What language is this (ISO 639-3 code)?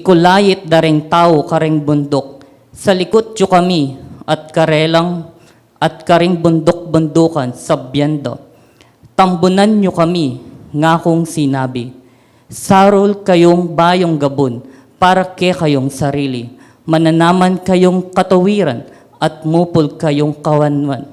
pam